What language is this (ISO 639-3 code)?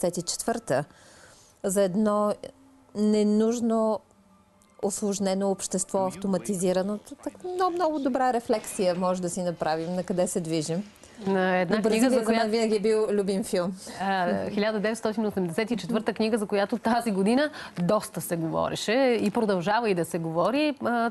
bul